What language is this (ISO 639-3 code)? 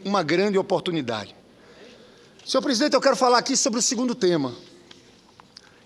por